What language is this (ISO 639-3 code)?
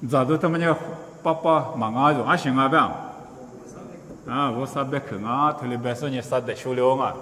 lis